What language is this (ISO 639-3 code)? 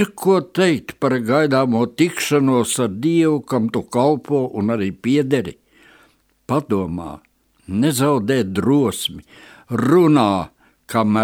lav